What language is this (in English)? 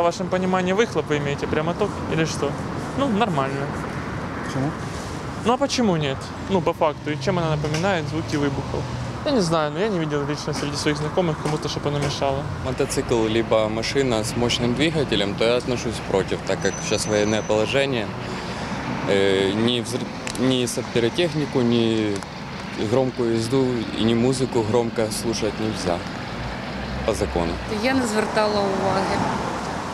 Ukrainian